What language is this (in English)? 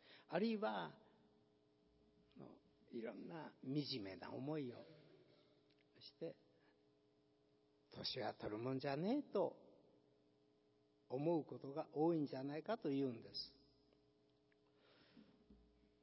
Japanese